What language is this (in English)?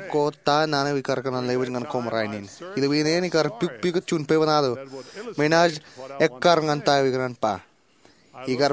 Marshallese